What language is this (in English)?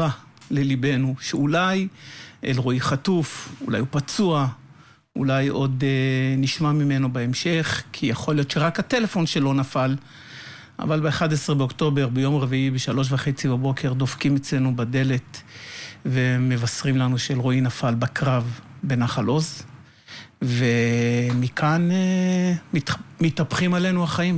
Hebrew